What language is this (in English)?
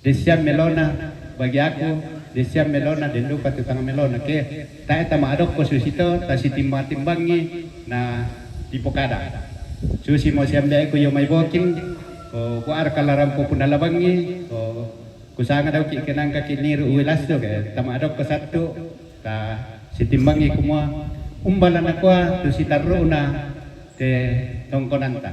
Toraja-Sa'dan